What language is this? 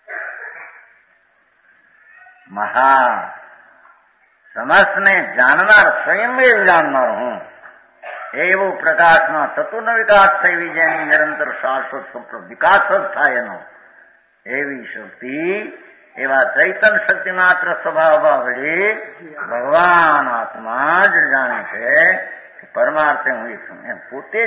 Gujarati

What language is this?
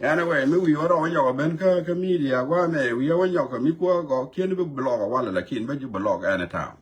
Nuer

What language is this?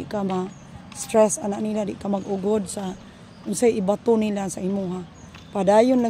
Cebuano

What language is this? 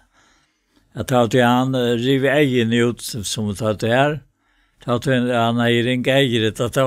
Faroese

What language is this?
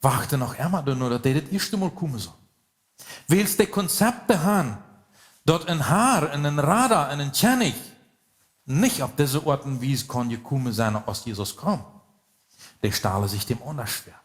Plautdietsch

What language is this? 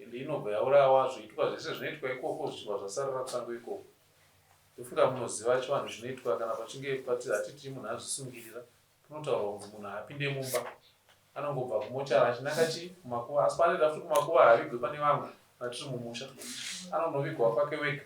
Shona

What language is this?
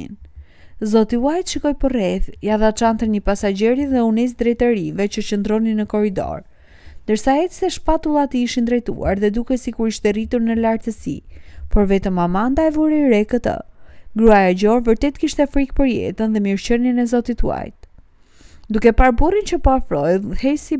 Albanian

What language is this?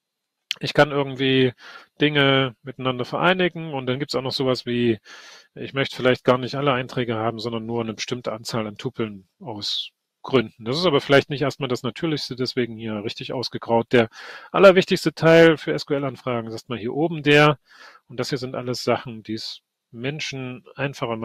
German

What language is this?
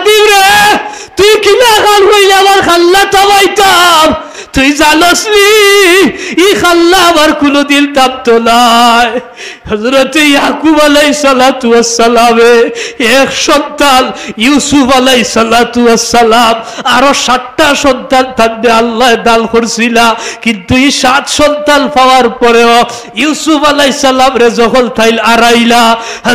Sylheti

